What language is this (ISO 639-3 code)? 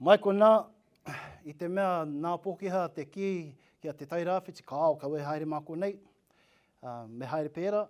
mri